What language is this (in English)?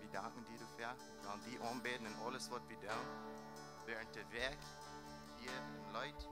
Plautdietsch